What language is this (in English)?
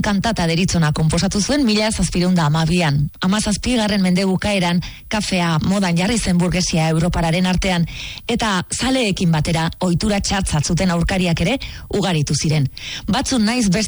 Basque